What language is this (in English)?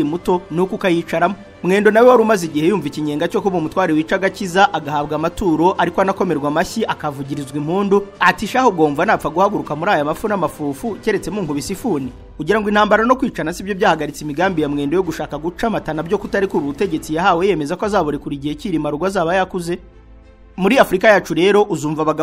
Kinyarwanda